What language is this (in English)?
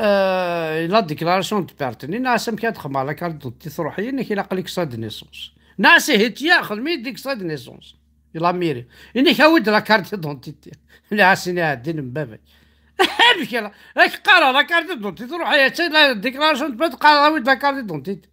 Kabyle